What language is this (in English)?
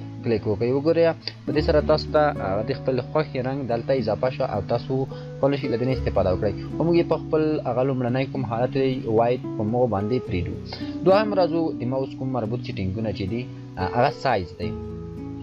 Pashto